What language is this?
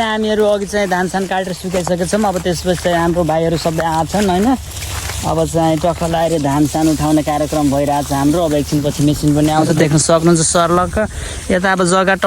Nepali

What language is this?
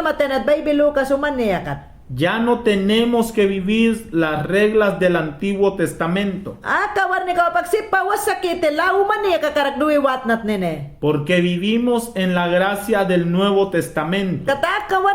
Mayangna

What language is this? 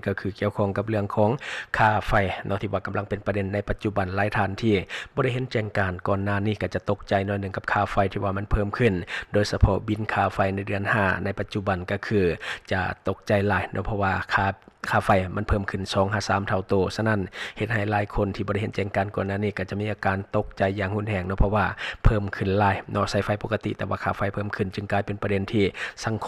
Lao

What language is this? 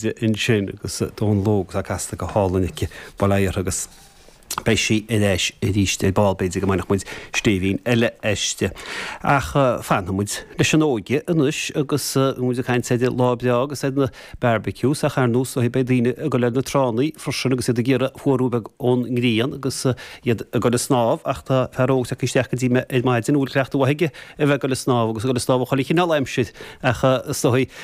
Irish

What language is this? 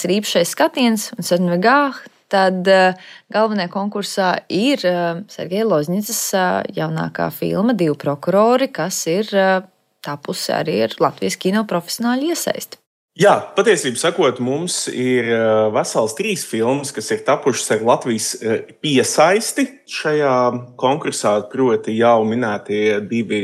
Latvian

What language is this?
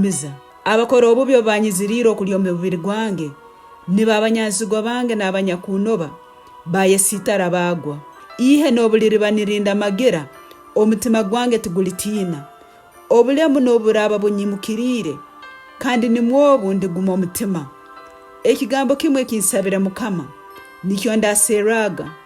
Tooro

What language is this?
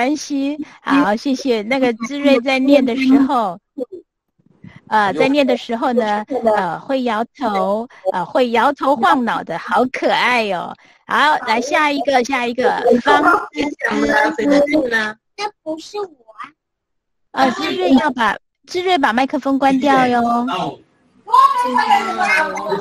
Chinese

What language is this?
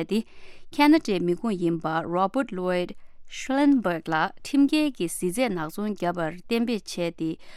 Tibetan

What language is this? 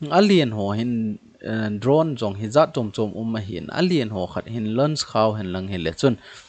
Thado Chin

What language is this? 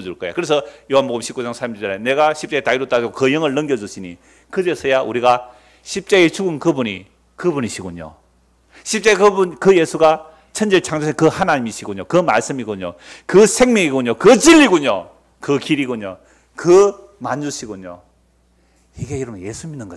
Korean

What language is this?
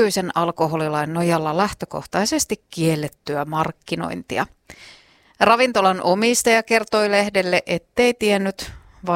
Finnish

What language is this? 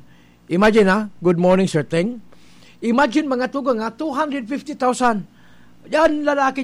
Bikol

